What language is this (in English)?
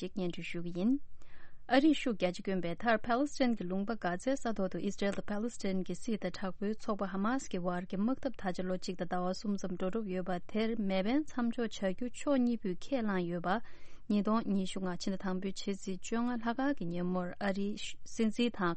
Tibetan